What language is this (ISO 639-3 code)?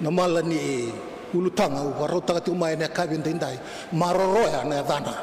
fij